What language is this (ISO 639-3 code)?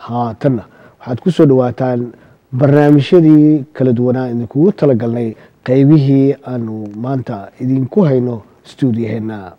som